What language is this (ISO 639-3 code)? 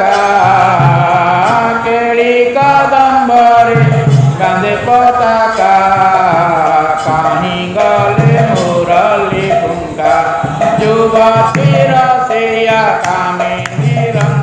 ori